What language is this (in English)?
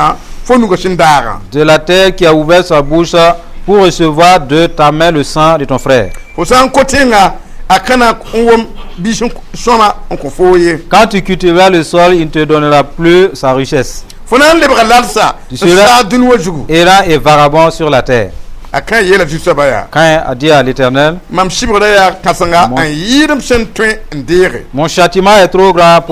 Mossi